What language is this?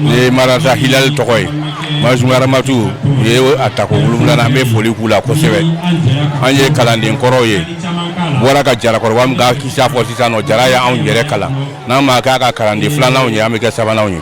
Bambara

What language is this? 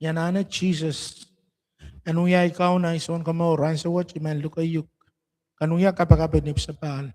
Pohnpeian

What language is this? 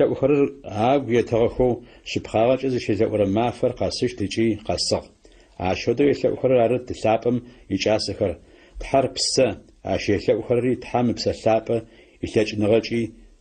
Adyghe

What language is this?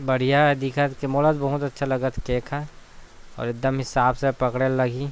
Chhattisgarhi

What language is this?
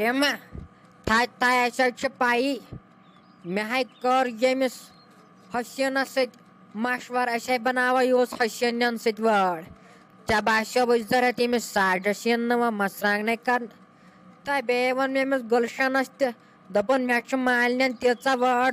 Kashmiri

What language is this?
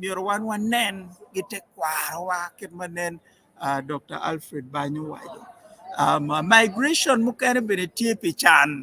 Acoli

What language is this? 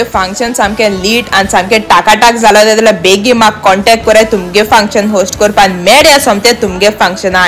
Konkani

